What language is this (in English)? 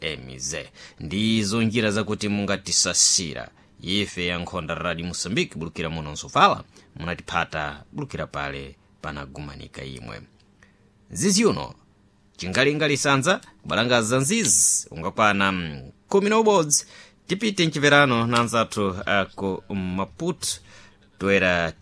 Sena